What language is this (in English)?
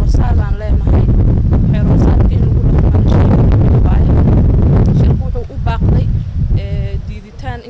Somali